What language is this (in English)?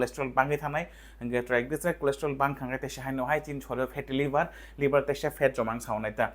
Kok Borok